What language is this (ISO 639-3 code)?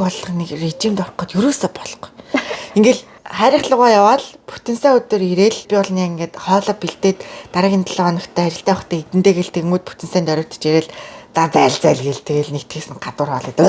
mon